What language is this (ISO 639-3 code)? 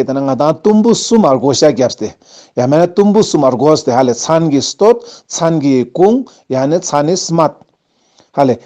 lbj